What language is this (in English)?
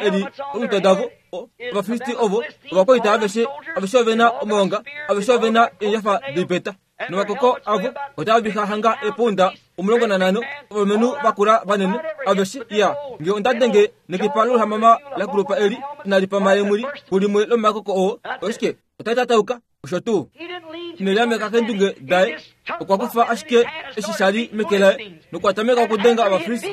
Kuanyama